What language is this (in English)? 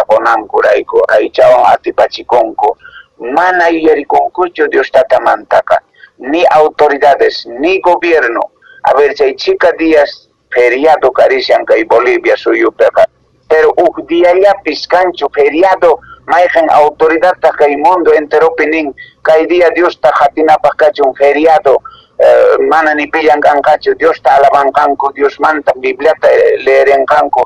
Quechua